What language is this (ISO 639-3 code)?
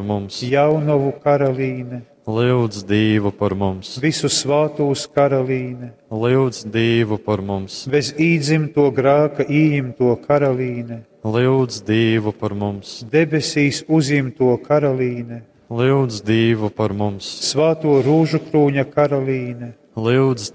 ltg